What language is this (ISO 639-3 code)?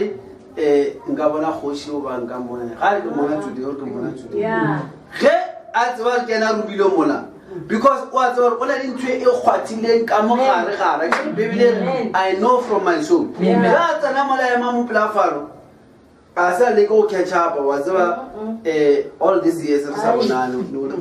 nso